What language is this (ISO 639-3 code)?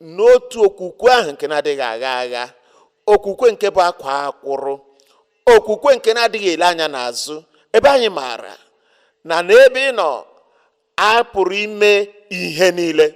ibo